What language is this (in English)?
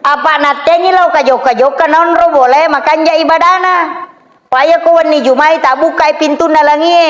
Buginese